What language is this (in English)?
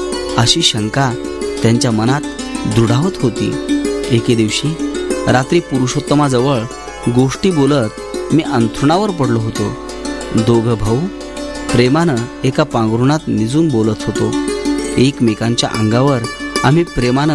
Marathi